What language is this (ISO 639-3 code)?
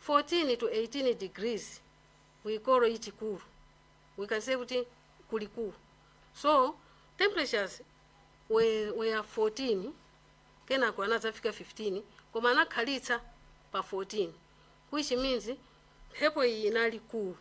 nya